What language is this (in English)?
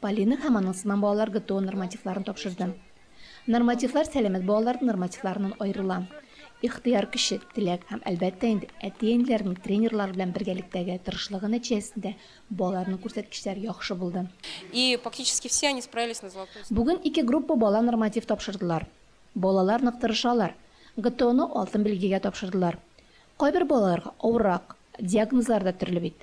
Tatar